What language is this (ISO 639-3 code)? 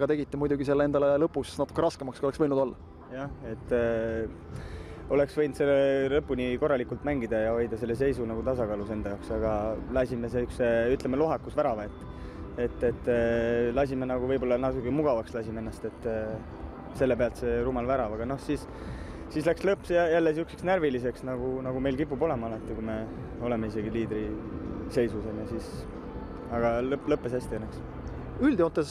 est